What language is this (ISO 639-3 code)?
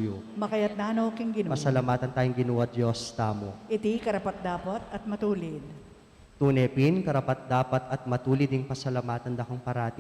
pam